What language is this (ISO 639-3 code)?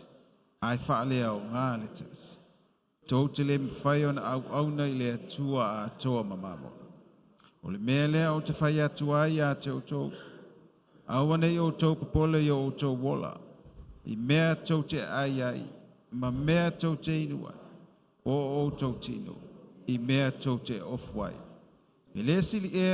smo